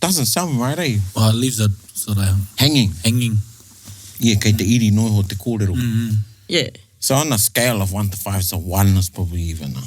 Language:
Māori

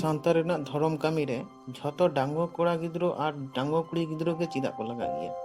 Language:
Santali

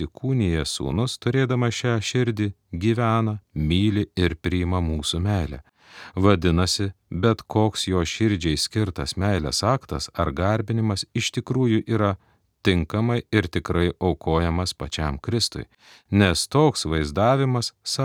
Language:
Lithuanian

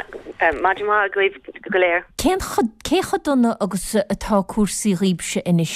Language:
Irish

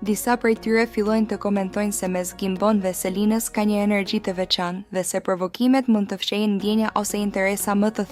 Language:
Albanian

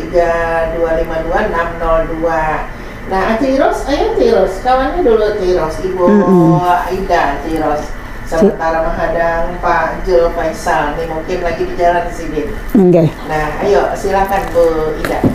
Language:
Banjar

